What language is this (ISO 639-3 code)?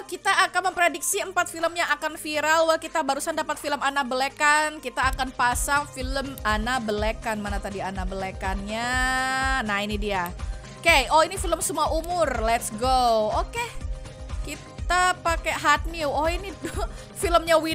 ind